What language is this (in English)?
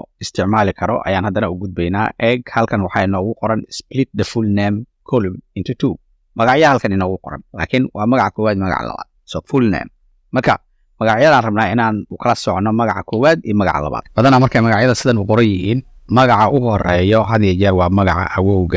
Somali